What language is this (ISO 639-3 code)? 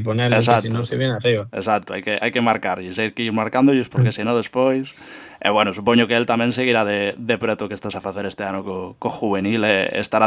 glg